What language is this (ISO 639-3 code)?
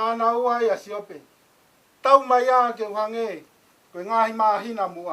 ton